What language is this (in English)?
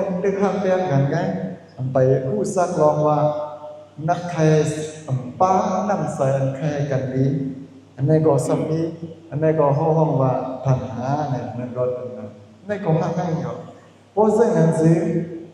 Shan